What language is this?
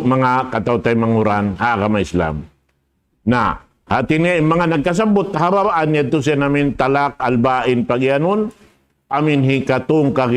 Tausug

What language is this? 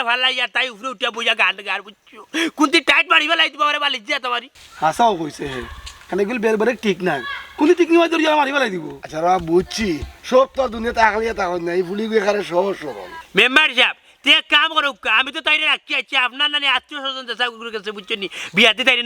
Sylheti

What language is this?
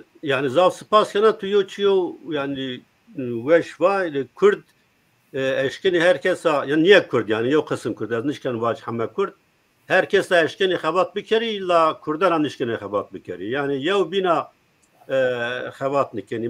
Zaza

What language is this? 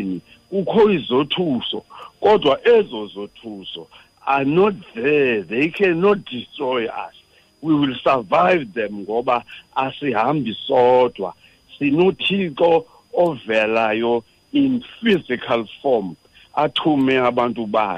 Xhosa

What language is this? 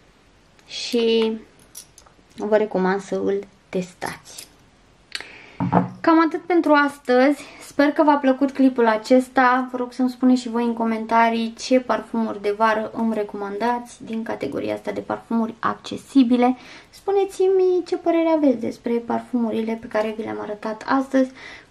Romanian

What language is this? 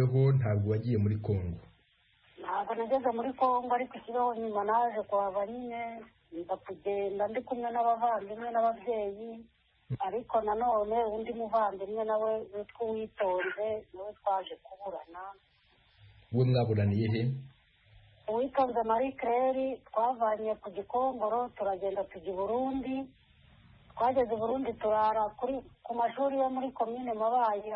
Kinyarwanda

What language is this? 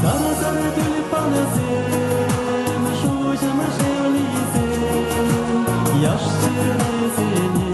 Chuvash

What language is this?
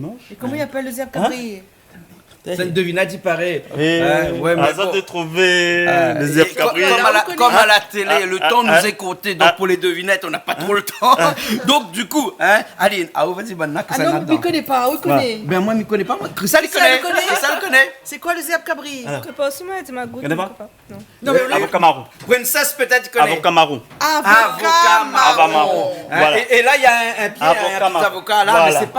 Réunion Creole French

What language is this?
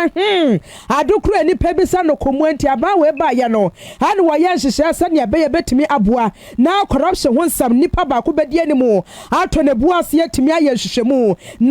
Akan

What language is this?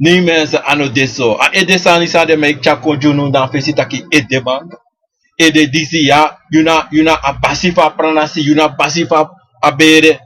Sranan Tongo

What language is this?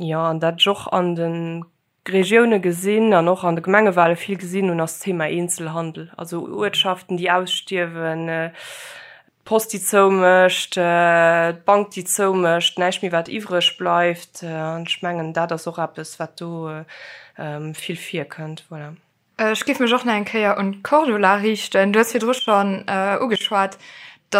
Luxembourgish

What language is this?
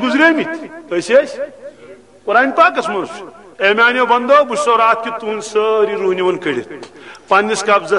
Kashmiri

